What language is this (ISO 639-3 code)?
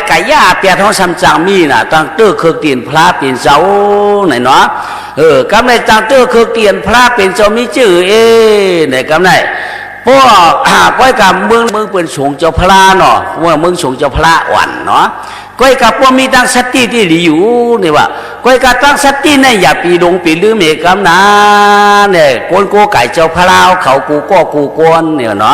shn